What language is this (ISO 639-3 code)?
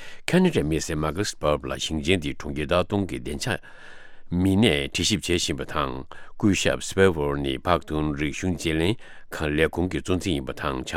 bod